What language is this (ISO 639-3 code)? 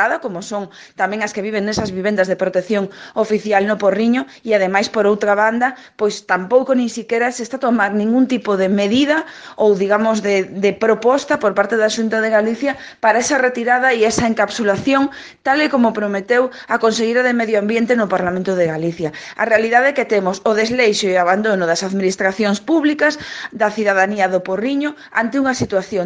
glg